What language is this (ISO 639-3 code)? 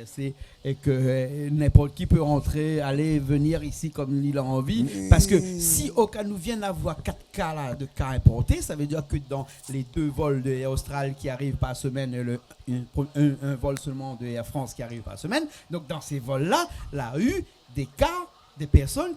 rcf